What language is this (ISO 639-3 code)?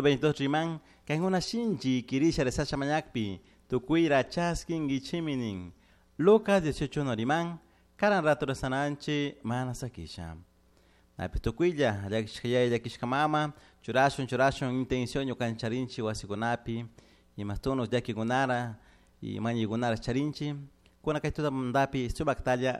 qug